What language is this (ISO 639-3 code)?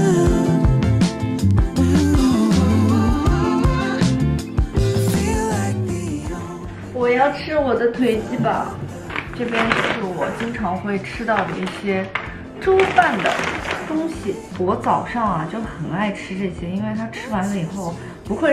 zho